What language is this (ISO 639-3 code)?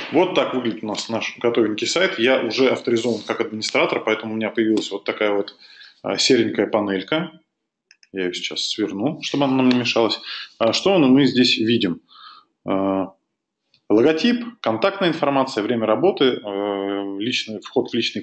rus